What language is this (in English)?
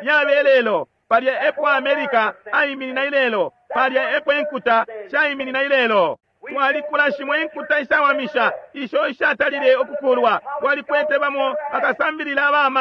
Bemba